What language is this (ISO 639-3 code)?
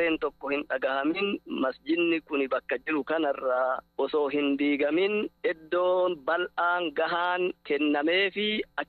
orm